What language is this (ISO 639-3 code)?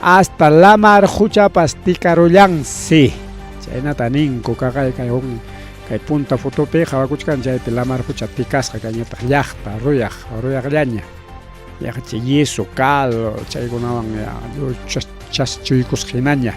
quy